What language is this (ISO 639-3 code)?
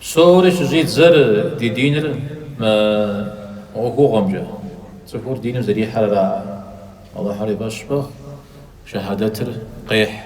kbd